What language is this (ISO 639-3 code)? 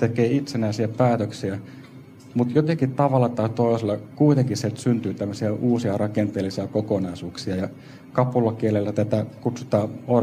fin